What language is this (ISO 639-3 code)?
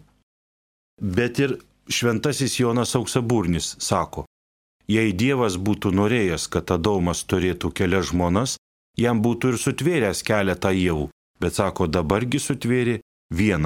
lit